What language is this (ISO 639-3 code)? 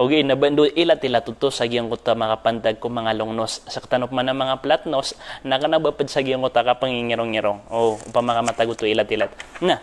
mrw